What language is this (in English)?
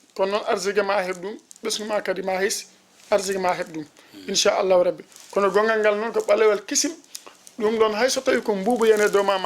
Fula